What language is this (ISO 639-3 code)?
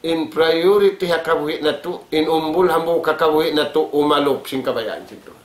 tsg